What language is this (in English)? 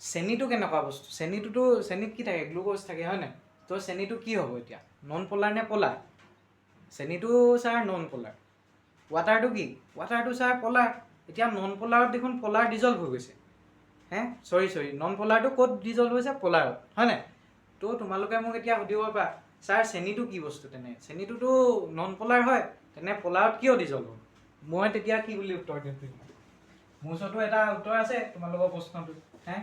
Assamese